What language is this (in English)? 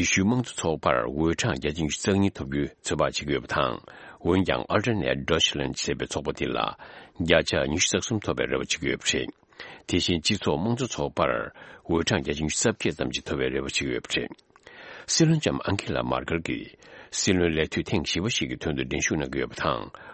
Tibetan